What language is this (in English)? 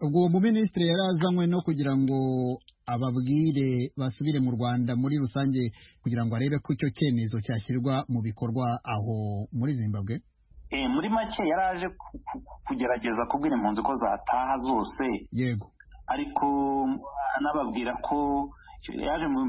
Kinyarwanda